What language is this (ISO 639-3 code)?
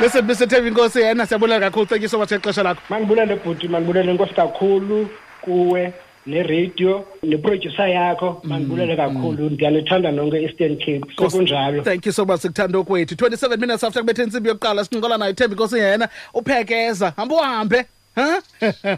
xho